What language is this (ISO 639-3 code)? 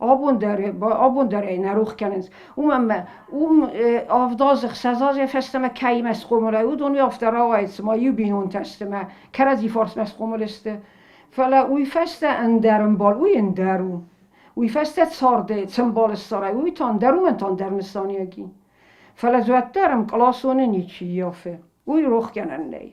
oss